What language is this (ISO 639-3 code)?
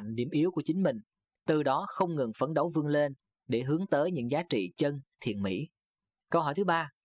vie